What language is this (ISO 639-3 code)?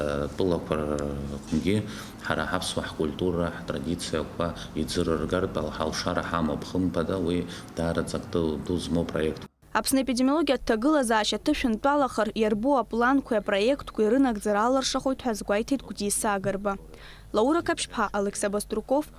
abk